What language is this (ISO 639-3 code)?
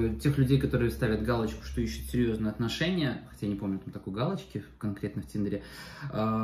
rus